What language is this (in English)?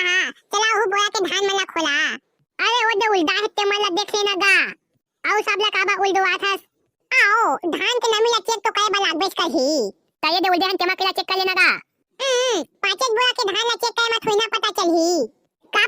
Chhattisgarhi